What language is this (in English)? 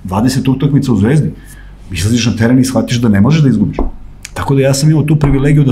Serbian